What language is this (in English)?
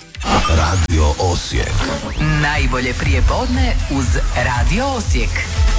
Croatian